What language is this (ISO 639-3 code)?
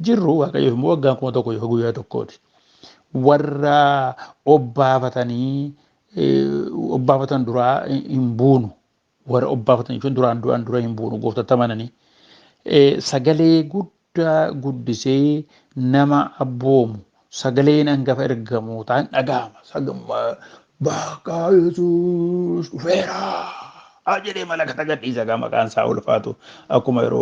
orm